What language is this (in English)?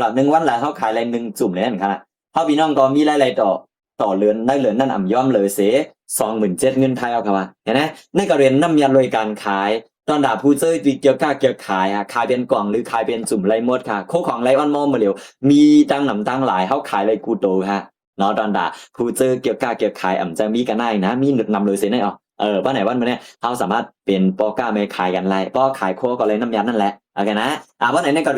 Shan